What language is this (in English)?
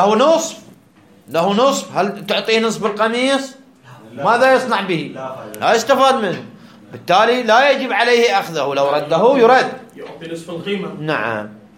Arabic